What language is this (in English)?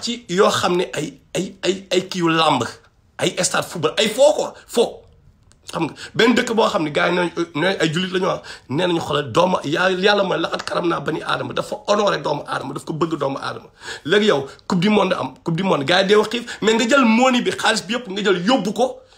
Wolof